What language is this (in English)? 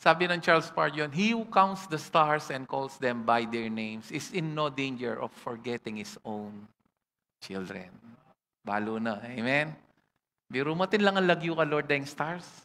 Pampanga